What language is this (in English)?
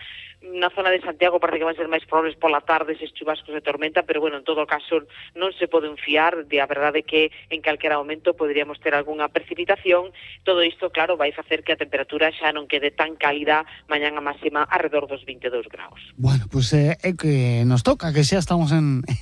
Galician